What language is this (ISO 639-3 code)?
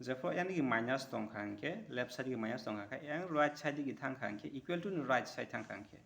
trp